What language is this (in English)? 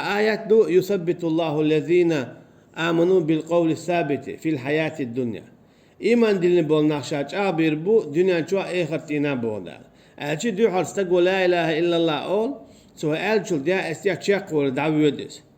Chechen